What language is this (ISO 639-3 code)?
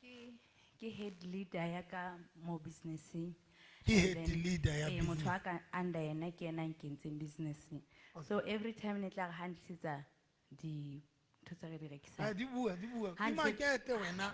sot